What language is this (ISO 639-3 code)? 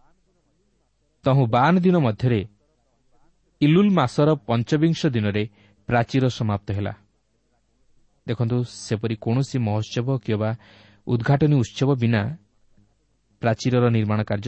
ori